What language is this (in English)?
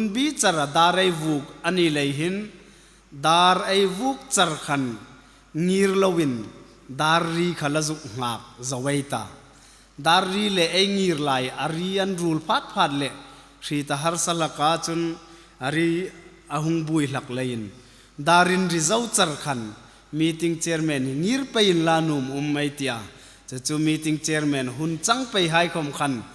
Hmar